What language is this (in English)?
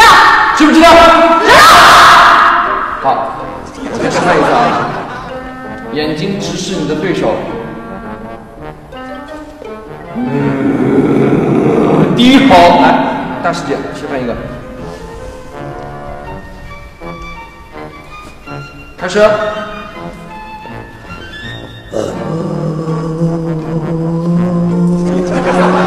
Chinese